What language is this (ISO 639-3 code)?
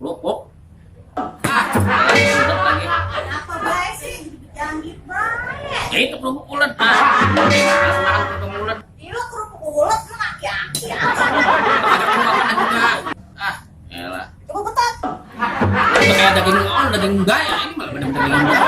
bew